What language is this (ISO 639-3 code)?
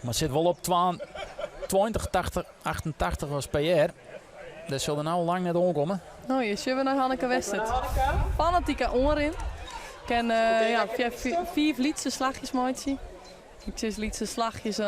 fry